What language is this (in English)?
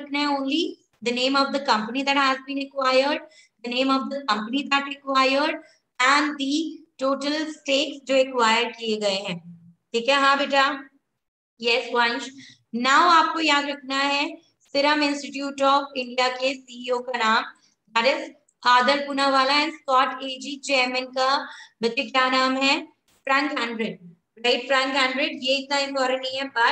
Hindi